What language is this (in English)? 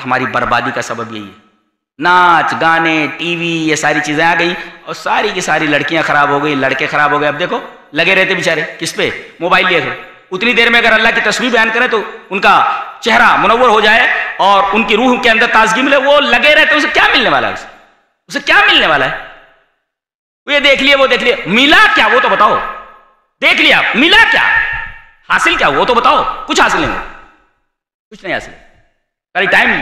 Urdu